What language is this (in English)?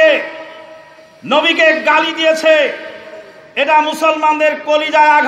Bangla